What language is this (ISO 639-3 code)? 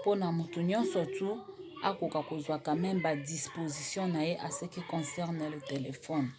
lin